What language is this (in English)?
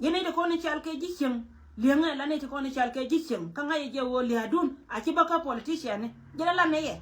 Nuer